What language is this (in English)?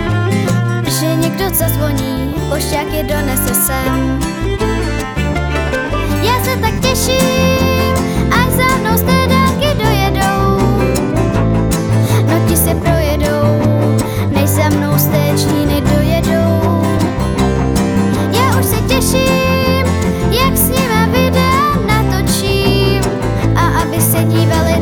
Czech